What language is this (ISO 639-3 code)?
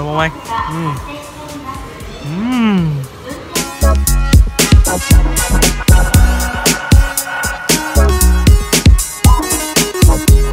vie